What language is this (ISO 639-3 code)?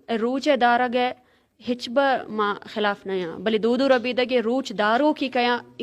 bal